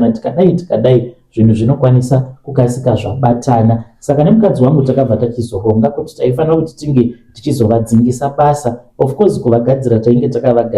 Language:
Shona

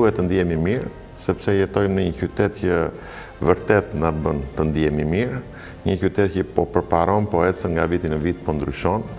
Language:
Albanian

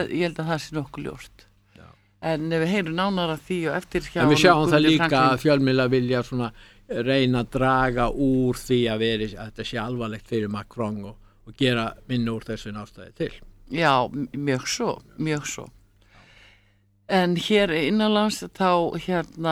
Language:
Icelandic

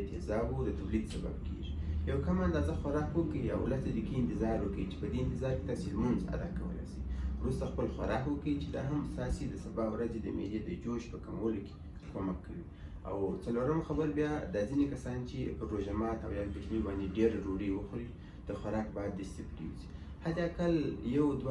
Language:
Pashto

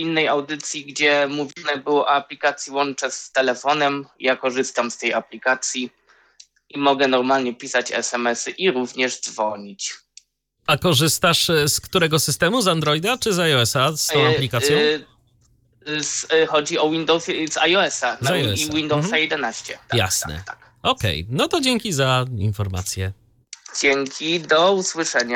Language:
Polish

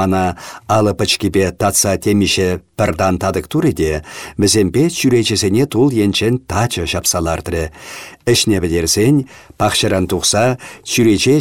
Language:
Chuvash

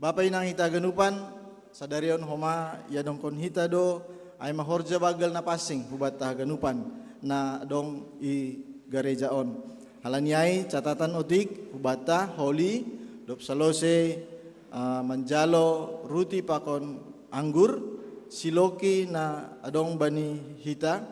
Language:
Batak Simalungun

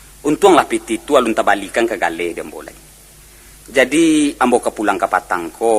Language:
Minangkabau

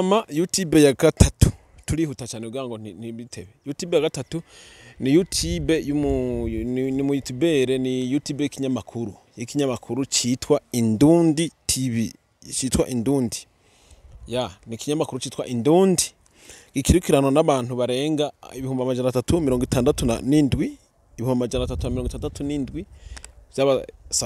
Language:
Rundi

